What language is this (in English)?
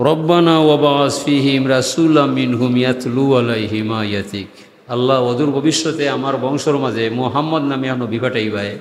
Sylheti